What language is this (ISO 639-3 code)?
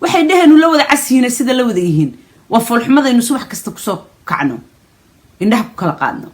som